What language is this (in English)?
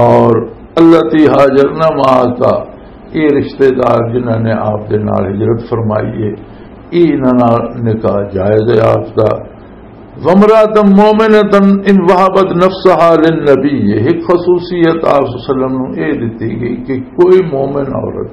Western Panjabi